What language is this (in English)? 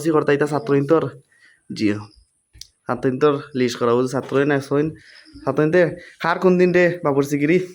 Sylheti